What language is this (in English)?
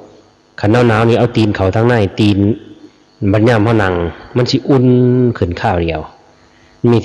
Lao